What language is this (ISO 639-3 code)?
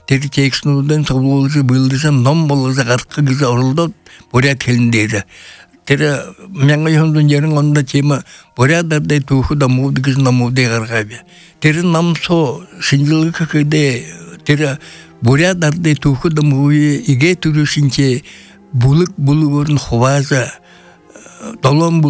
bua